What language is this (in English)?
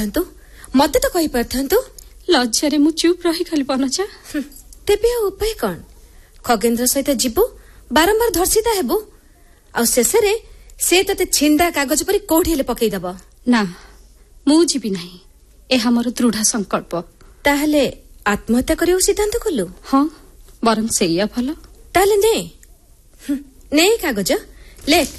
Odia